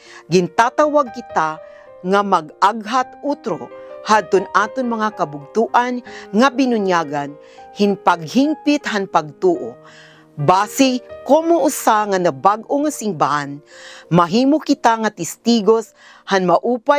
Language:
Waray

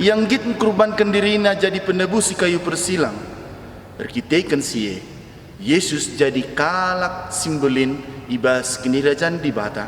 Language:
Batak Karo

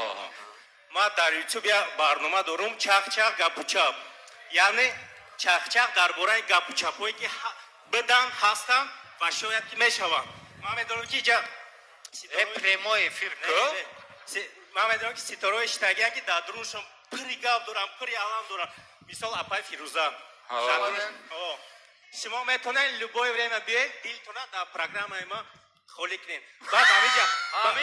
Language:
Tajik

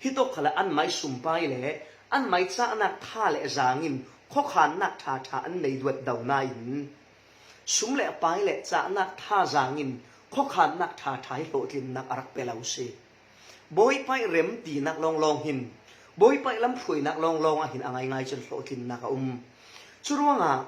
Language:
Falam Chin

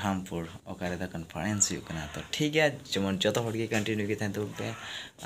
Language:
Santali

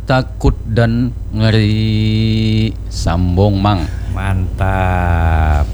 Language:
Banjar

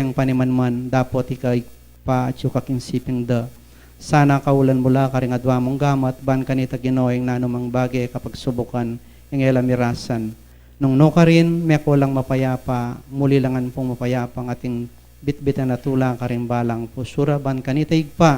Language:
Pampanga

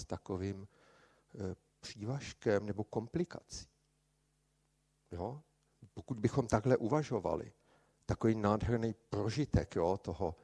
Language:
Czech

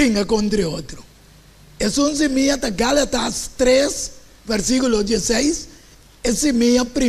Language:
Papiamento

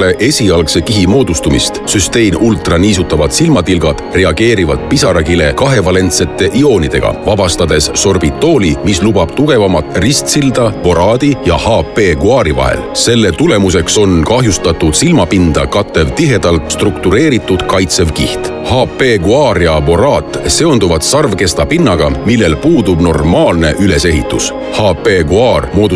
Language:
Estonian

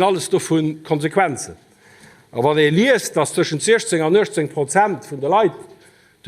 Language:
Luxembourgish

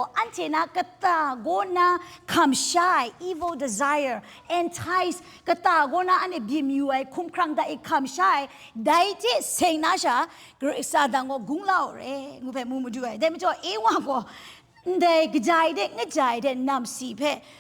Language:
Kachin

